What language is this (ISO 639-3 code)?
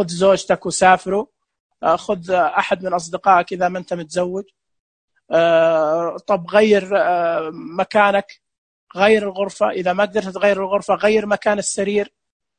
ars